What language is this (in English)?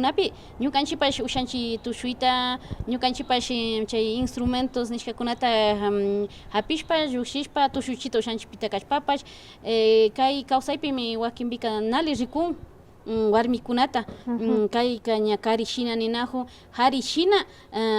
Imbabura Highland Quichua